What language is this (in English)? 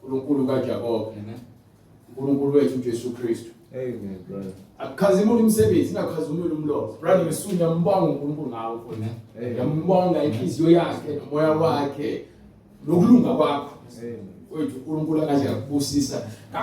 Zulu